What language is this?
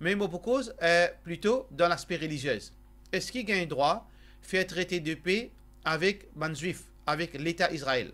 Morisyen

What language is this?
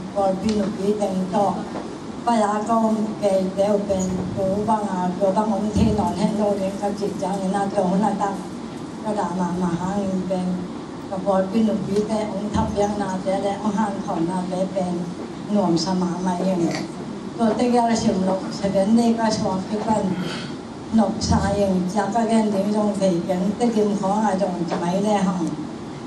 Tedim Chin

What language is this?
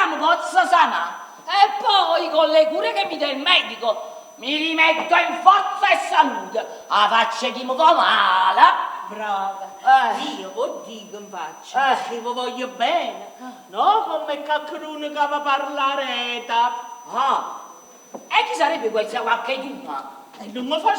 Neapolitan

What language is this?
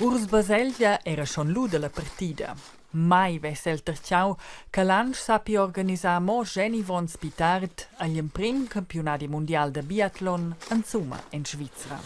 Romansh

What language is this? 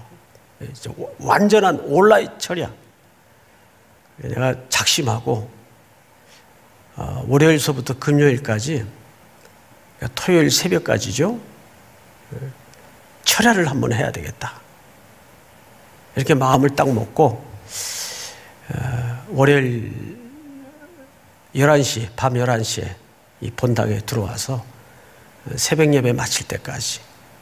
Korean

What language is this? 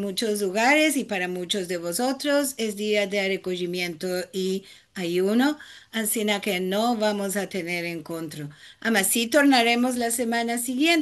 Ladino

